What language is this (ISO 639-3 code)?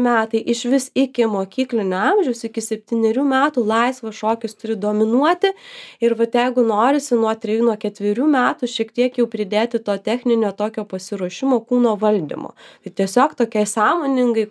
lit